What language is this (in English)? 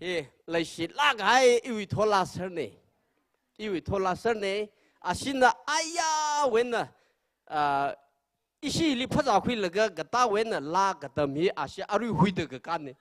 Tangkhul Naga (India)